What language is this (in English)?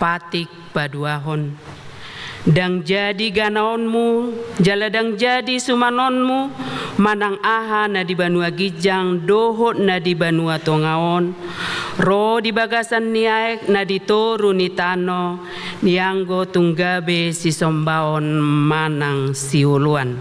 Batak Toba